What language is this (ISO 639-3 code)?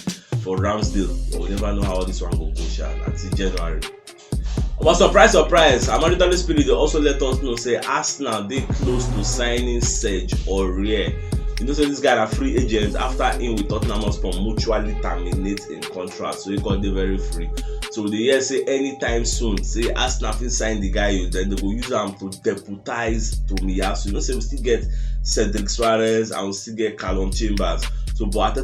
pcm